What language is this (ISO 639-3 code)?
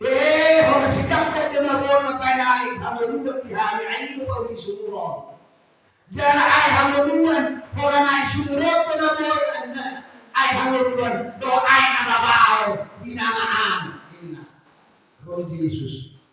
bbc